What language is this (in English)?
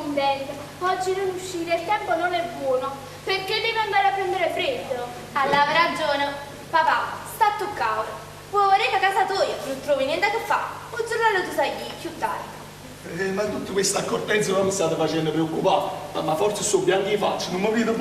Neapolitan